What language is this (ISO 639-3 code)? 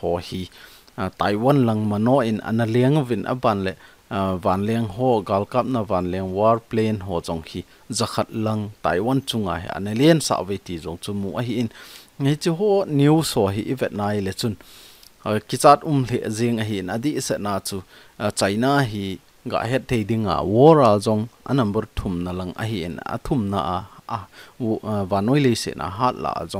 tcz